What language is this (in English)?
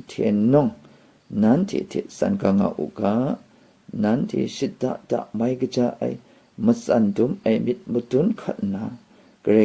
Kachin